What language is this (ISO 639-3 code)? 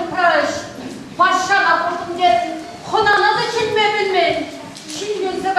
chv